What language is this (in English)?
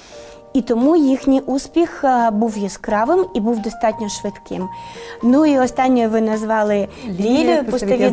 Ukrainian